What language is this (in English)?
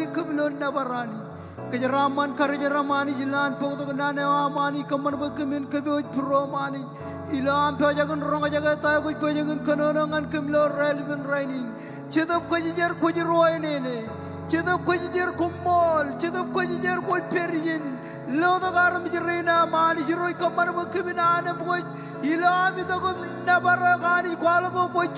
Marshallese